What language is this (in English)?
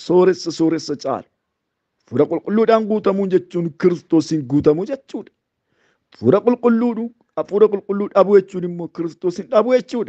Oromo